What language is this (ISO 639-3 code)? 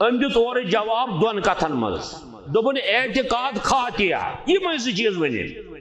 kas